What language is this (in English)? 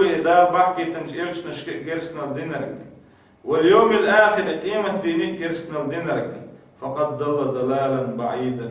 Chechen